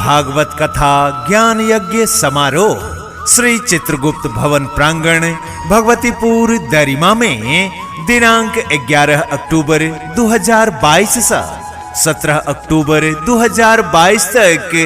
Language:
Maithili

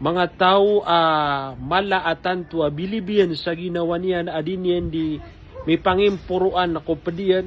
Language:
Maranao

